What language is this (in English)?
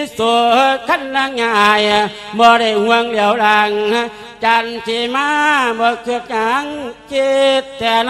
Lao